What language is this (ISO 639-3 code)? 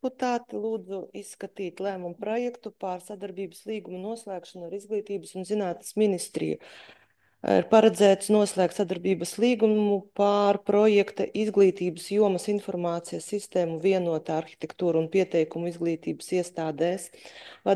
lav